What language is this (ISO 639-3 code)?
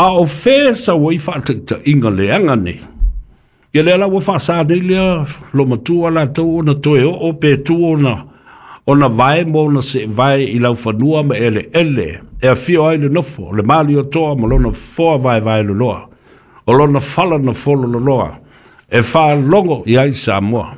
smo